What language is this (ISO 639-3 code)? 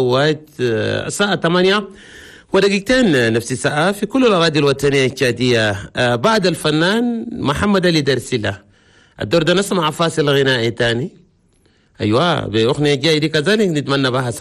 shu